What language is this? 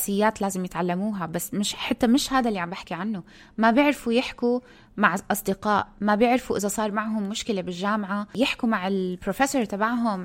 North Levantine Arabic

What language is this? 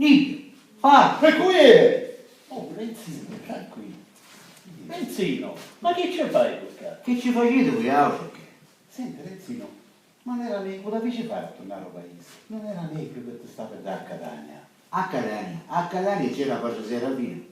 Sicilian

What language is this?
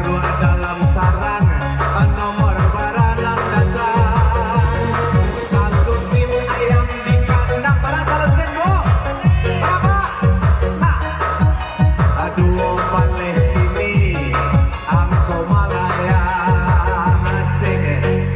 Minangkabau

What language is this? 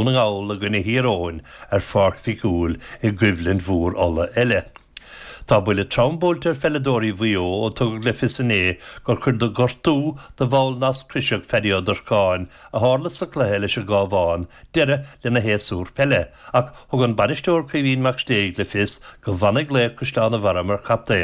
Irish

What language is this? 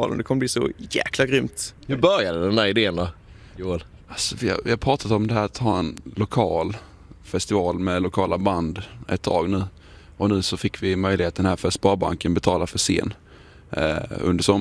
Swedish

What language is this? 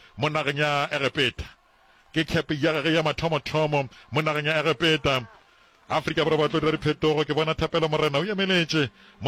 Northern Sotho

